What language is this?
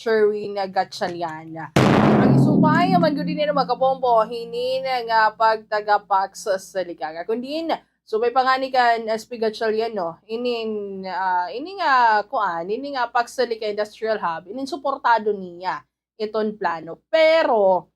Waray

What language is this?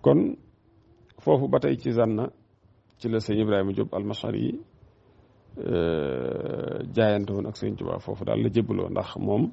Wolof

